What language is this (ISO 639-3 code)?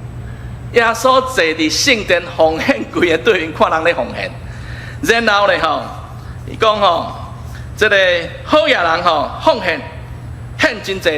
nan